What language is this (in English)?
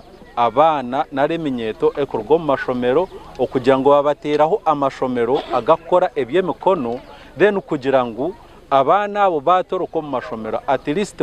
Nyankole